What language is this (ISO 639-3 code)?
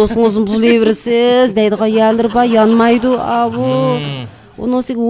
uig